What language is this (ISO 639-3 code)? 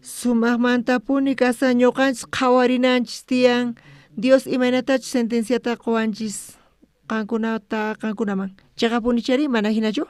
quh